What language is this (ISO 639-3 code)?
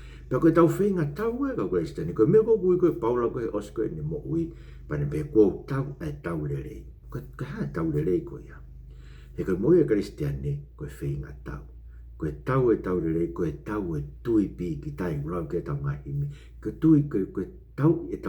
ton